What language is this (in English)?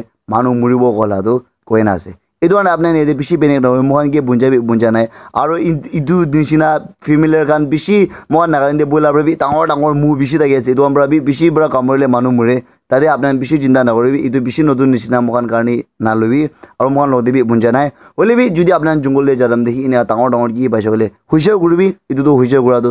Naga Pidgin